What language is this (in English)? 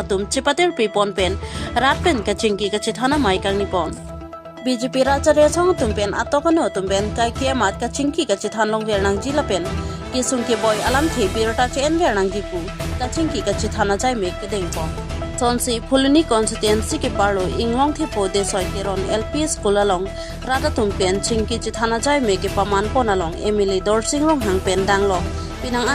Karbi